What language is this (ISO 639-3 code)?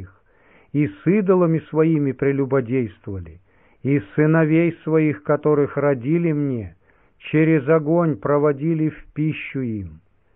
rus